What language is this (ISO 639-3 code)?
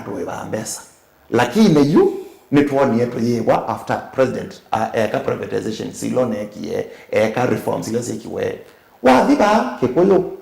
kam